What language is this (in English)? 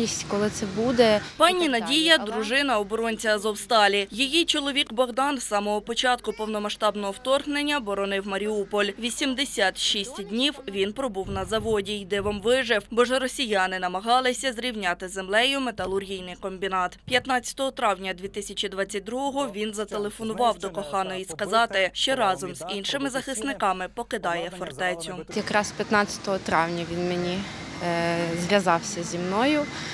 Ukrainian